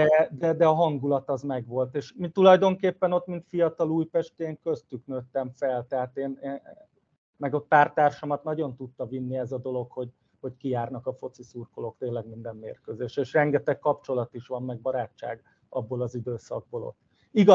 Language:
Hungarian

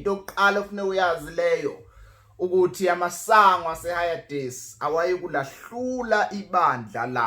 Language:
Zulu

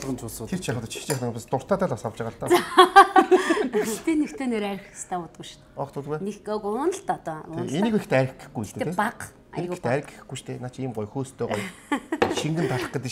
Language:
Mongolian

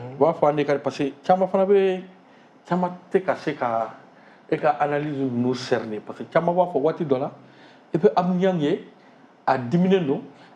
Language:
Bambara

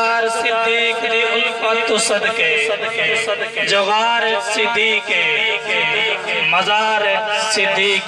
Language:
Saraiki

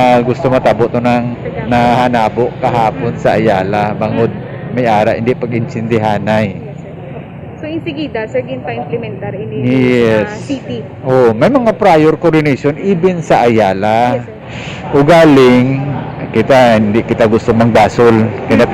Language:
Hiligaynon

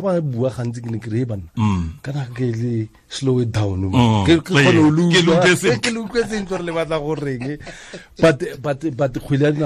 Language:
Tswana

